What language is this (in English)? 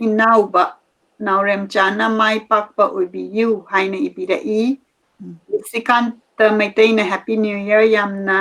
Manipuri